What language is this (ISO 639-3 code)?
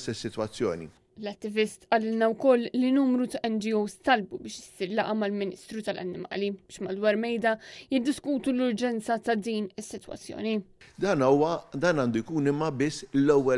mlt